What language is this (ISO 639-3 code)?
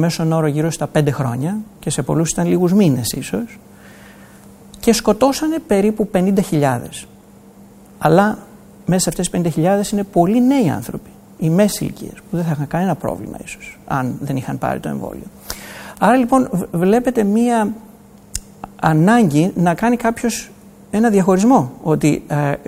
ell